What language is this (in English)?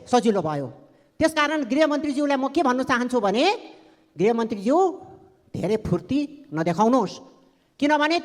Nepali